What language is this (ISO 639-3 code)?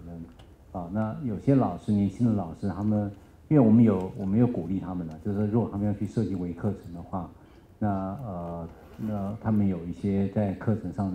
zho